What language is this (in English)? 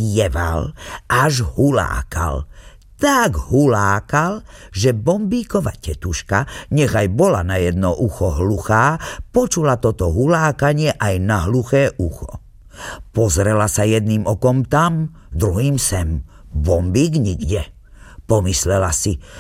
Slovak